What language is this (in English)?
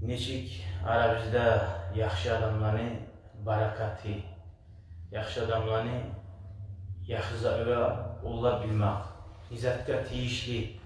Kumyk